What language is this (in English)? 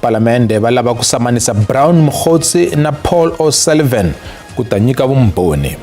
Tsonga